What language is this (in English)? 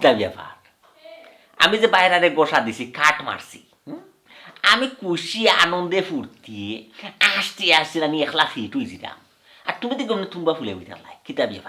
Sylheti